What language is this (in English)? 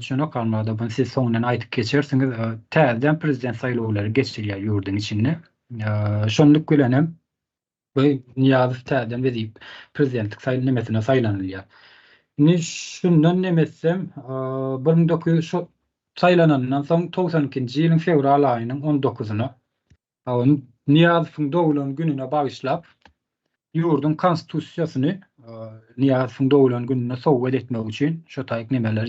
Turkmen